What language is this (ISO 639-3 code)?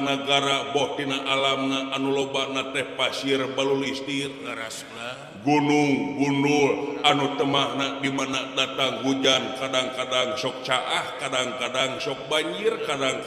sun